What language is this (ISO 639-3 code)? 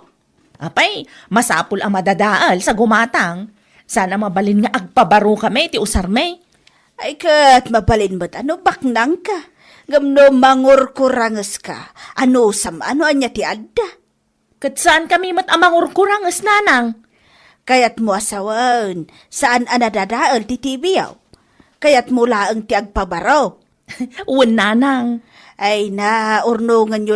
ilo